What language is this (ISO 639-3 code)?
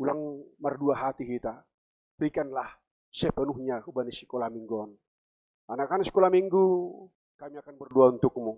bts